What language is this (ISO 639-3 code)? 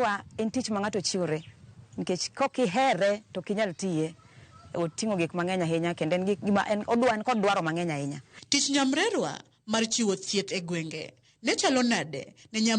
luo